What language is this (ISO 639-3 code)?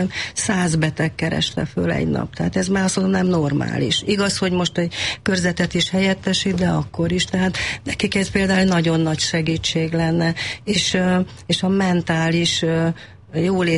hun